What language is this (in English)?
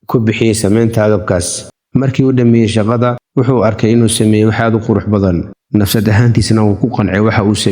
Somali